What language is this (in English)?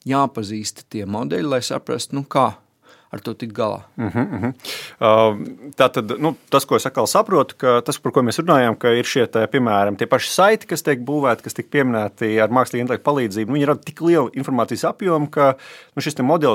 Latvian